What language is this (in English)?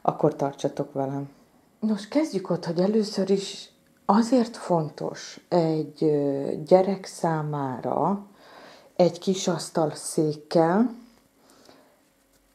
Hungarian